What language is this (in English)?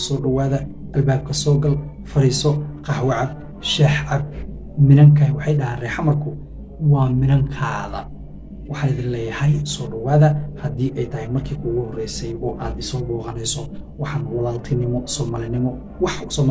Somali